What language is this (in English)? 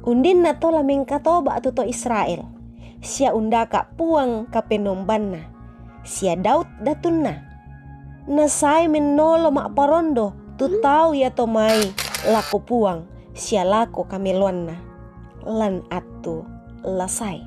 Toraja-Sa'dan